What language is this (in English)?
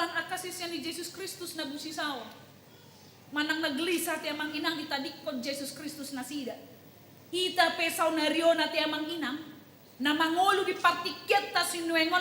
Batak Toba